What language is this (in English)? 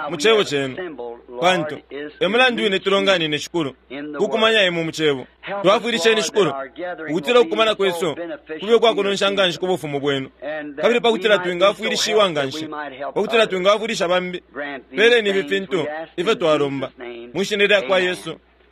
Bemba